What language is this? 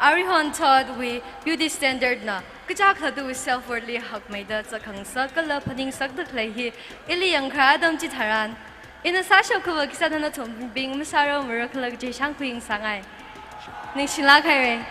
Tangkhul Naga (India)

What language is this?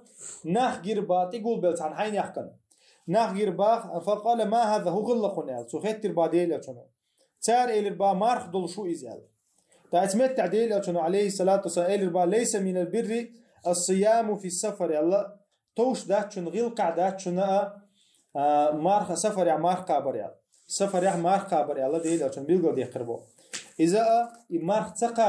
Chechen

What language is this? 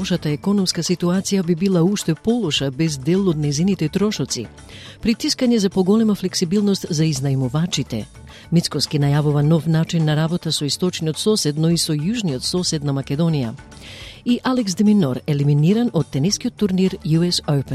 Macedonian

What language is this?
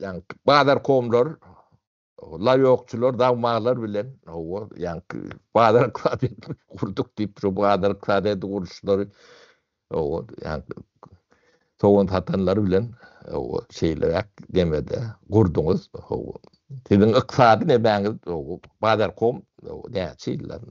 Turkmen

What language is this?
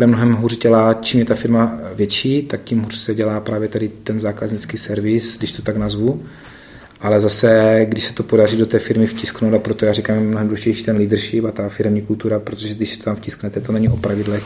Czech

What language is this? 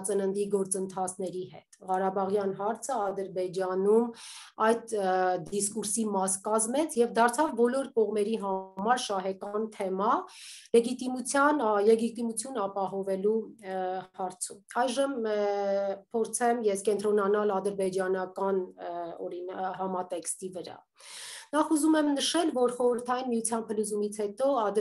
Armenian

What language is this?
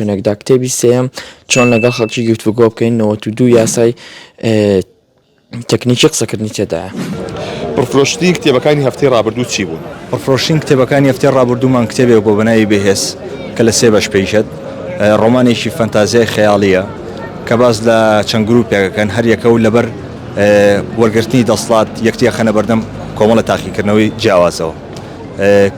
Central Kurdish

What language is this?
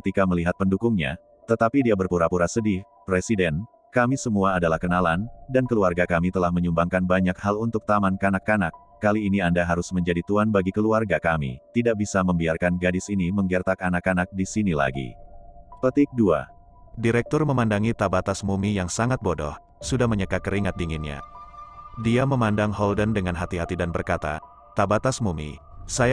Indonesian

